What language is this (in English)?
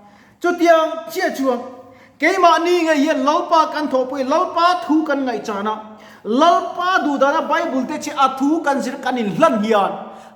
Mizo